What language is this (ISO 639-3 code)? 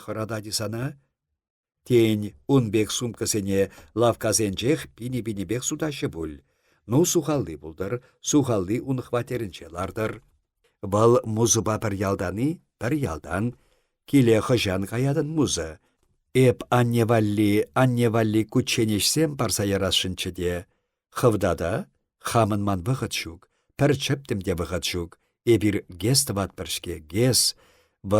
chv